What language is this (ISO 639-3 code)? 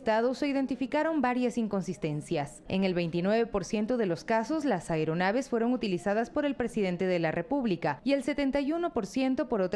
spa